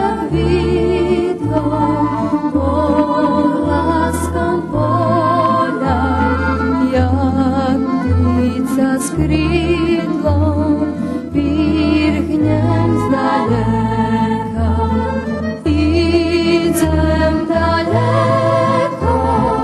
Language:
Rusyn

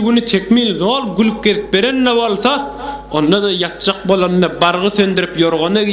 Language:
Turkmen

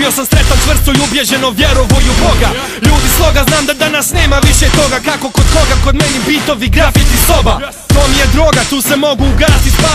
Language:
Croatian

